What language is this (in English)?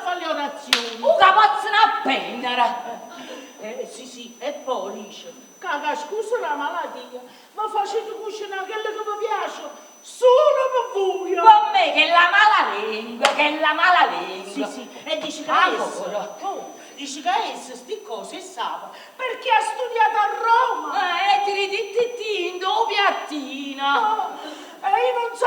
Neapolitan